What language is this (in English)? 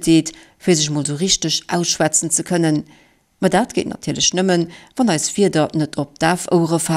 Luxembourgish